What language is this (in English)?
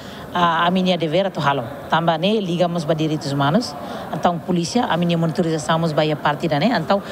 Tetum